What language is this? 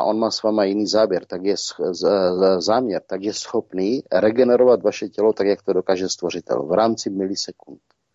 Czech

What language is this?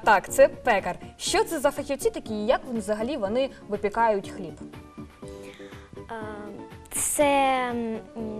Ukrainian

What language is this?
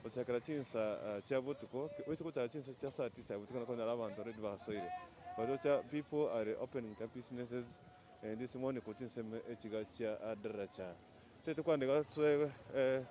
Gusii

